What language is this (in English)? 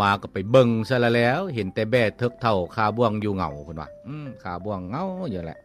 Lao